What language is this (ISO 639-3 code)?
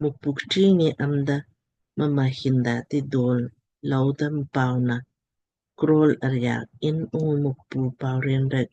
lmk